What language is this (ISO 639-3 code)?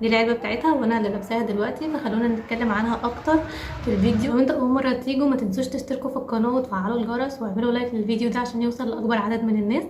arz